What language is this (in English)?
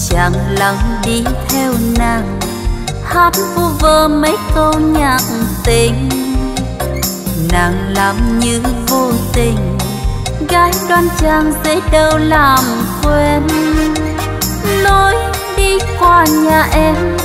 Vietnamese